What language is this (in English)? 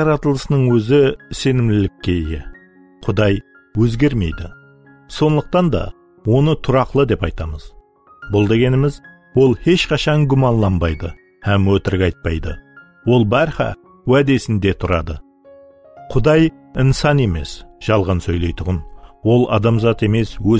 Kara-Kalpak